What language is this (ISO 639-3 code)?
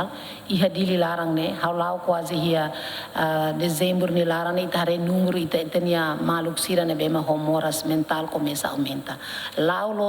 tet